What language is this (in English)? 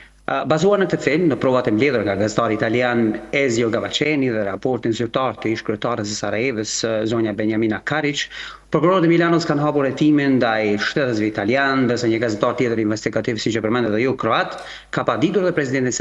Albanian